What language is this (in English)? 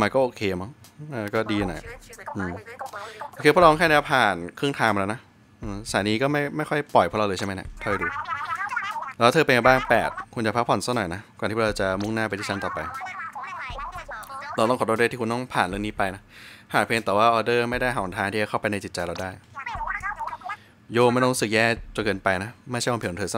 Thai